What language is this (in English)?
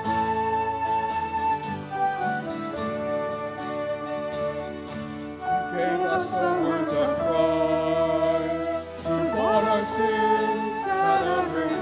English